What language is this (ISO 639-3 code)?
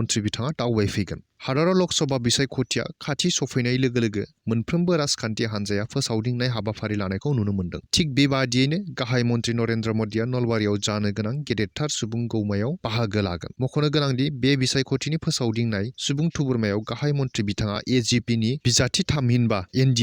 brx